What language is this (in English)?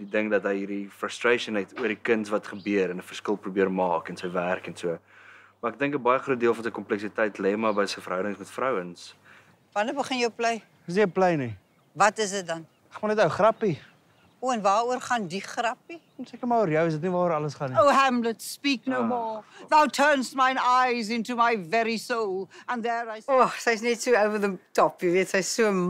Afrikaans